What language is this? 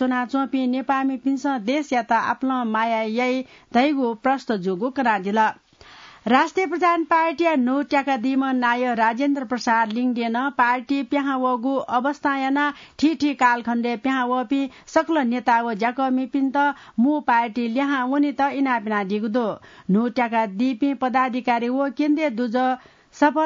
Newari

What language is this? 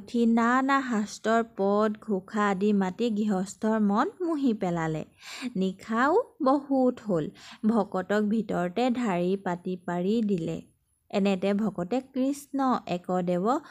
Assamese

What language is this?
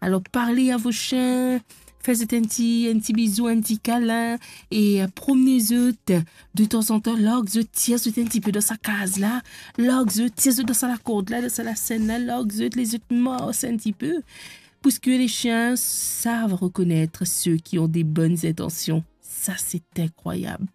Morisyen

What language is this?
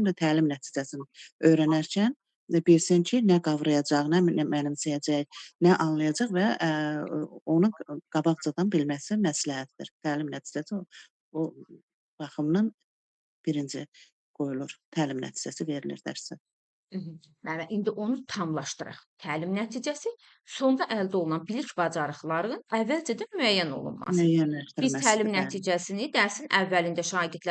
Azerbaijani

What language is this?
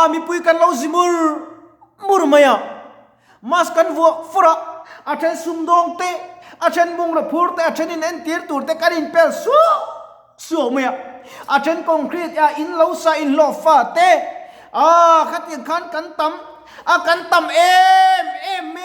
Mizo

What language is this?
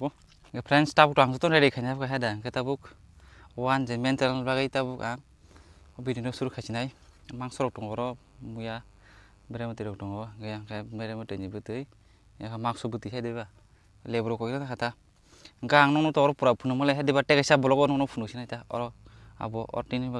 Kok Borok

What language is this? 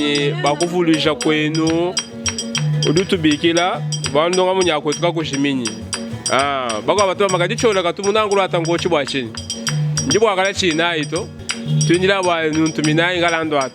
Luba-Lulua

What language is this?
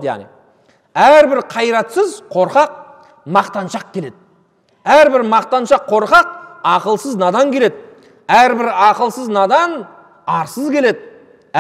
Kazakh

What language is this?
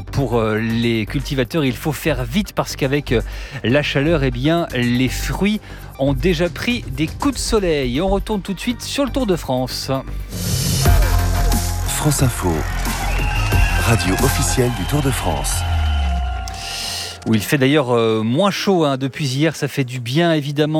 French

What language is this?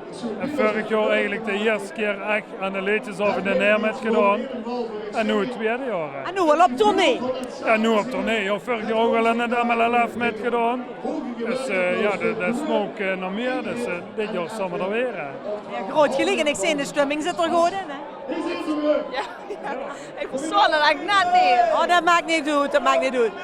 Limburgish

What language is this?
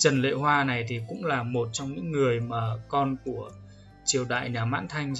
Vietnamese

